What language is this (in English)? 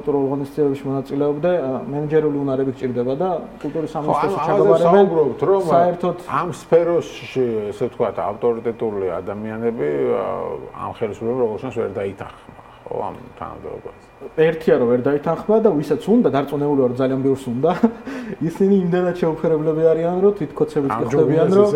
Georgian